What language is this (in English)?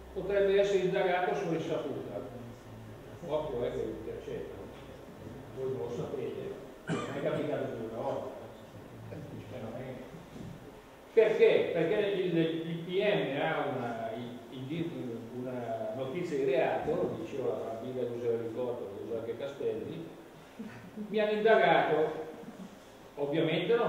Italian